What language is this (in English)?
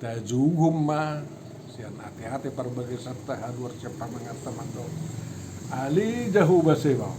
Batak Toba